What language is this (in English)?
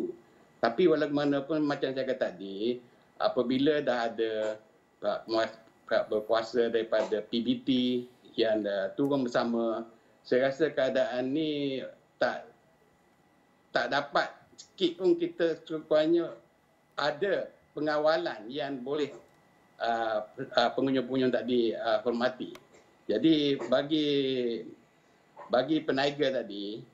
Malay